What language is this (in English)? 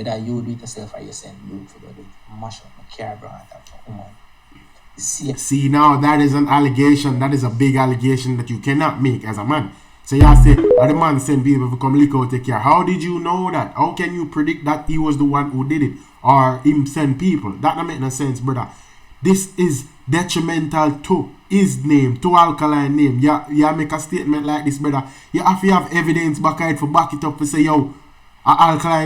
Jamaican Creole English